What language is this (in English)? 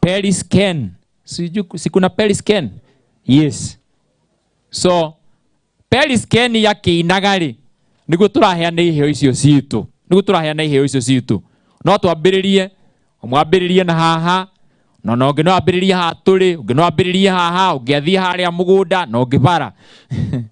Kikuyu